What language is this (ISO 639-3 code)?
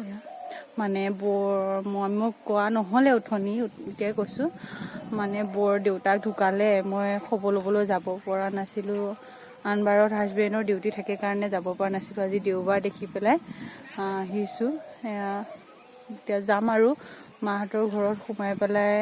asm